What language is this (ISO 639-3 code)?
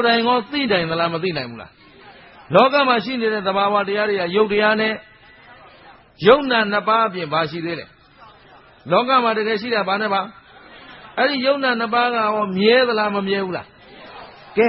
mya